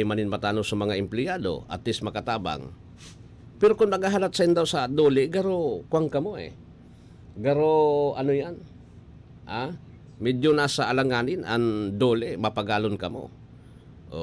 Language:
Bikol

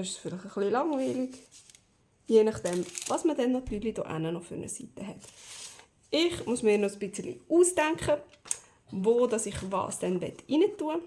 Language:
Swiss German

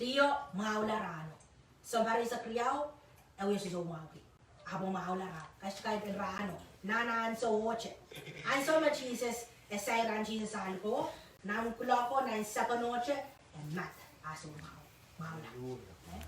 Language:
Pohnpeian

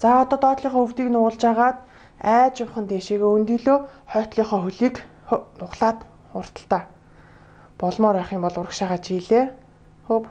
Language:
Mongolian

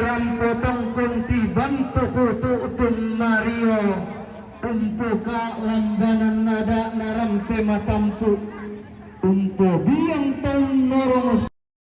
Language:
Toraja-Sa'dan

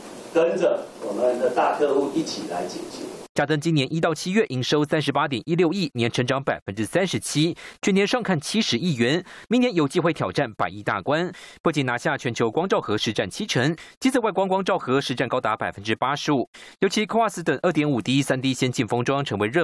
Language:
Chinese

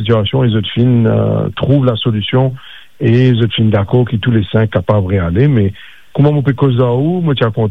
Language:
Morisyen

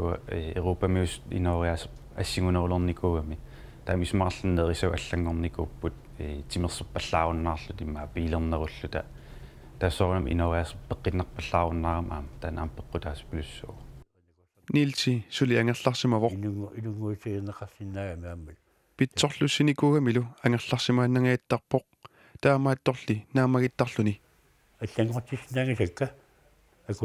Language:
Kalaallisut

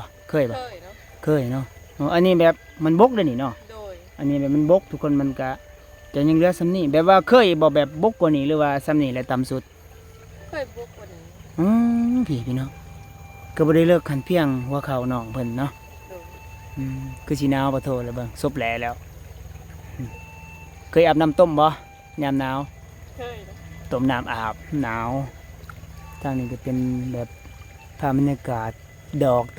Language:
Lao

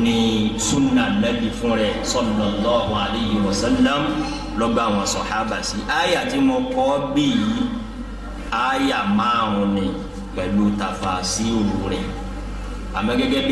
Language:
Yoruba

